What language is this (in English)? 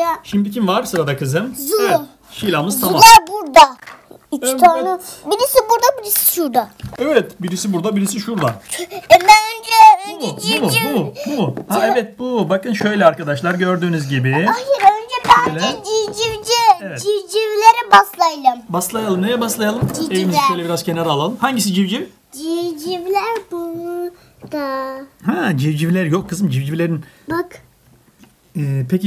Turkish